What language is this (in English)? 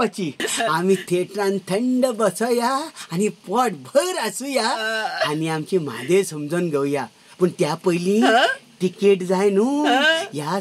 Konkani